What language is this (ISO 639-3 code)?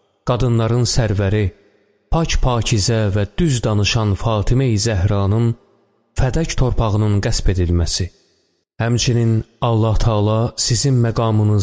aze